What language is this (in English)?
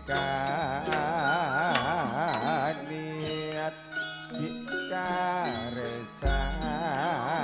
Madurese